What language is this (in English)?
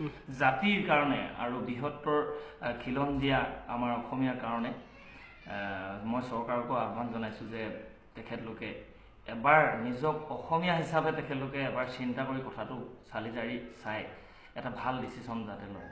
Assamese